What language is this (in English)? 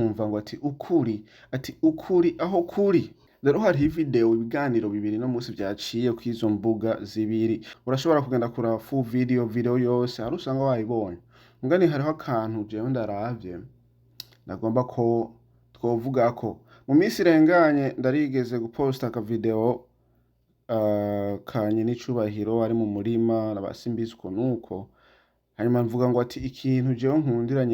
Rundi